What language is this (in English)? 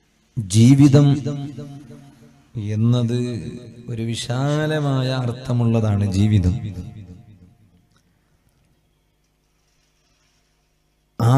Malayalam